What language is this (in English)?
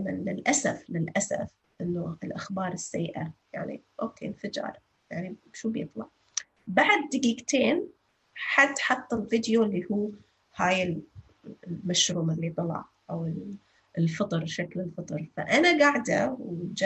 North Levantine Arabic